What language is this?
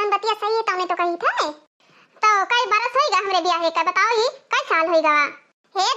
Awadhi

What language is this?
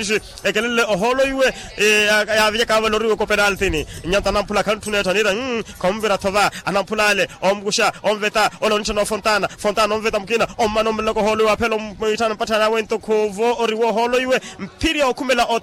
Makhuwa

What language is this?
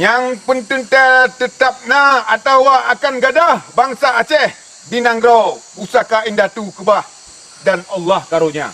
Achinese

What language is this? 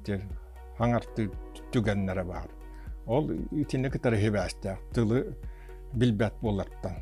Yakut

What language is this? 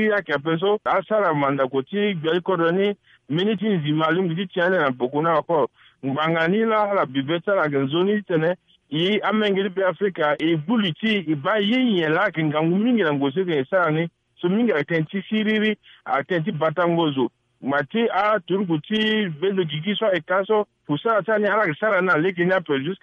Sango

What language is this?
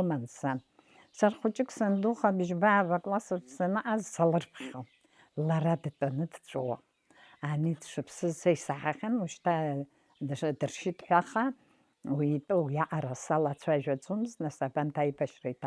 Abkhazian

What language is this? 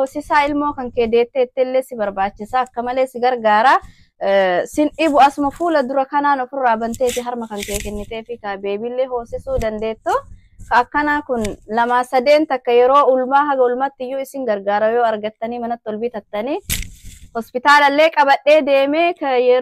Oromo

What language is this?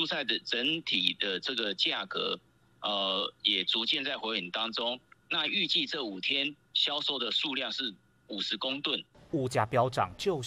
Chinese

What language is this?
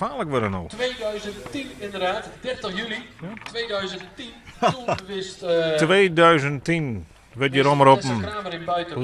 Western Frisian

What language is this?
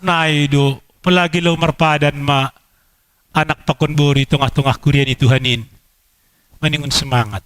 Batak Simalungun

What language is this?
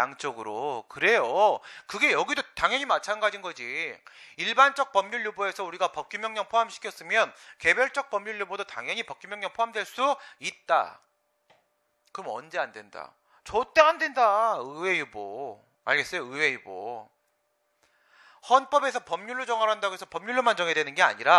Korean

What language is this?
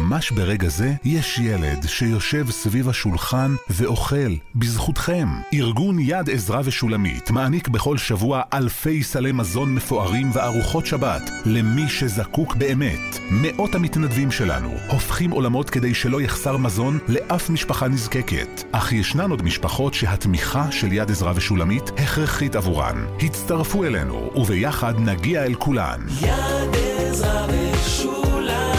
Hebrew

